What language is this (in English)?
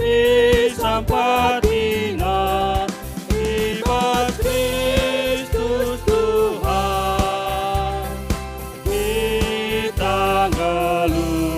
Batak Karo